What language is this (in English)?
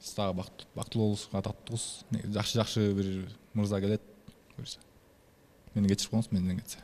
Kyrgyz